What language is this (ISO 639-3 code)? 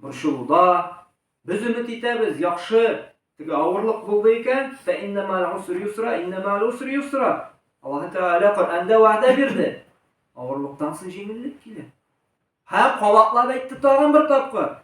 tat